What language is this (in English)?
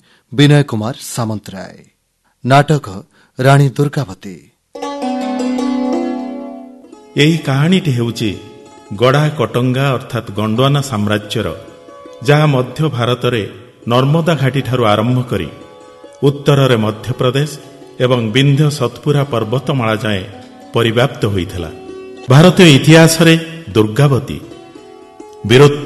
Odia